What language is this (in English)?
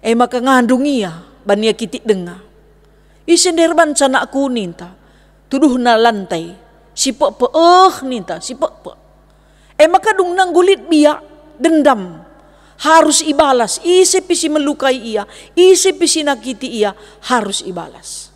Batak Karo